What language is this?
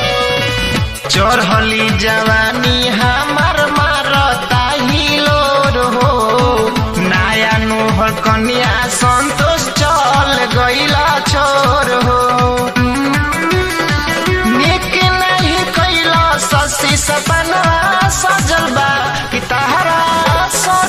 Bhojpuri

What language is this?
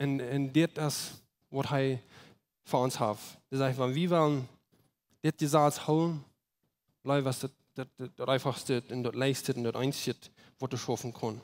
Plautdietsch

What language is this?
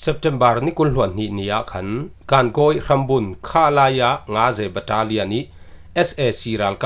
Falam Chin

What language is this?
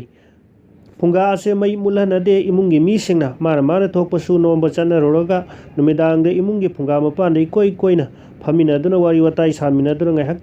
Manipuri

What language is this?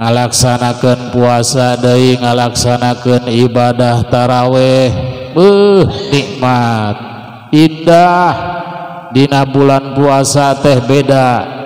Sundanese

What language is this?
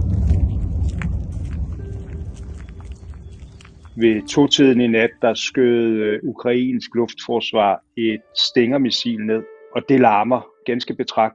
Danish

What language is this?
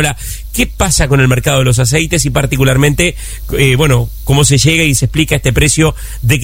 Spanish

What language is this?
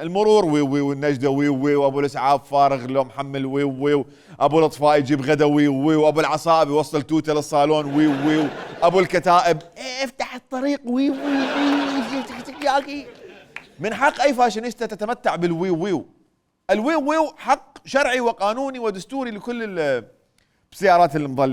Mesopotamian Arabic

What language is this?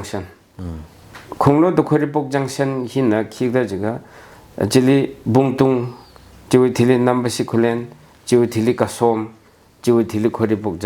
Tangkhul Naga (India)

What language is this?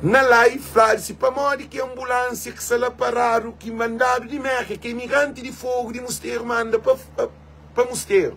Kabuverdianu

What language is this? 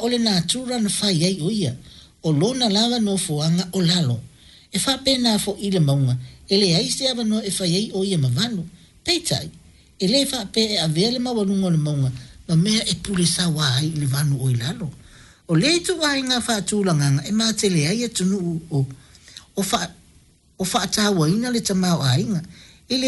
Samoan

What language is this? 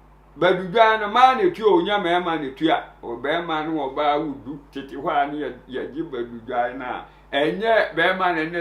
Akan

